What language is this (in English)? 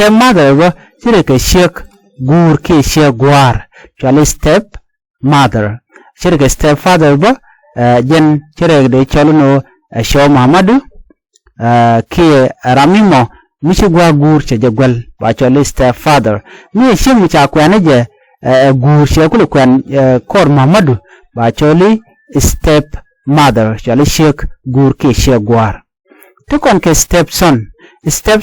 Nuer